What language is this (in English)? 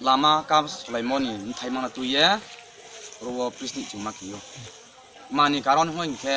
Riang (India)